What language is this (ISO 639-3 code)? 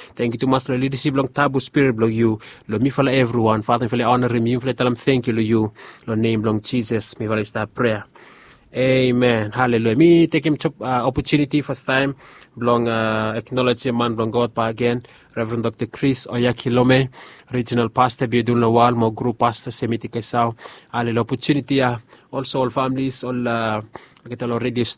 bis